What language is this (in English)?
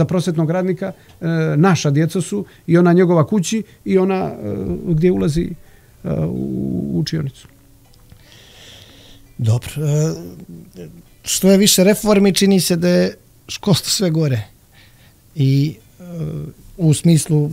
Croatian